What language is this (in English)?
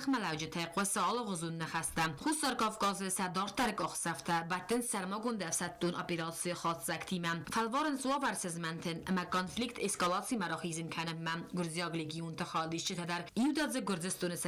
Ossetic